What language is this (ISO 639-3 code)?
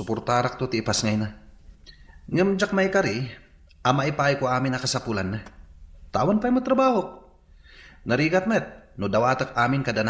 ilo